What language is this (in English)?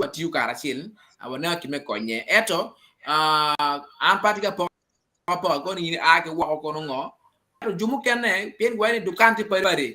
Acoli